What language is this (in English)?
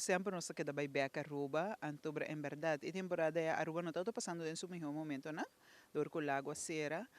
Papiamento